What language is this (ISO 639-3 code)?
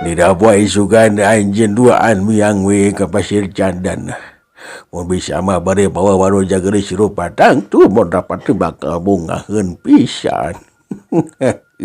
sun